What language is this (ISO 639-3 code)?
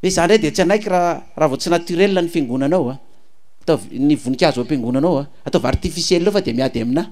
mlg